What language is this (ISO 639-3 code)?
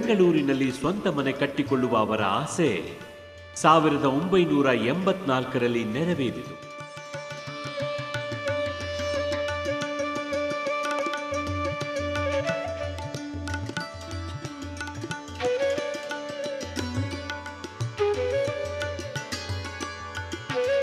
kan